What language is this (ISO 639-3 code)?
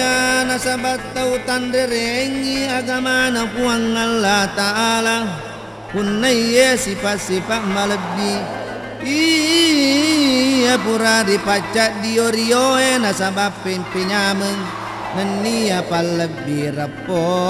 bug